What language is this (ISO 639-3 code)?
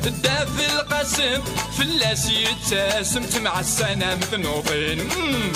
kab